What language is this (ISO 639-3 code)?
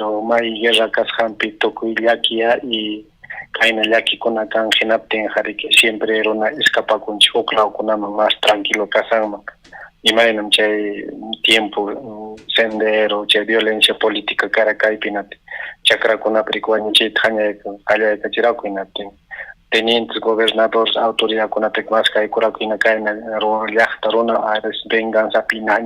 quy